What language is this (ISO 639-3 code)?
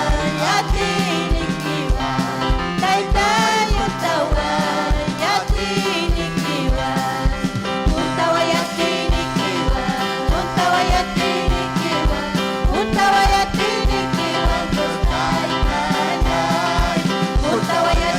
quy